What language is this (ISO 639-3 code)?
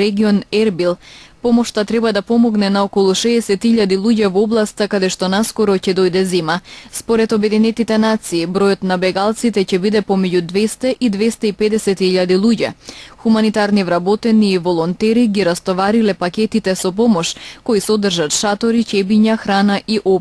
mkd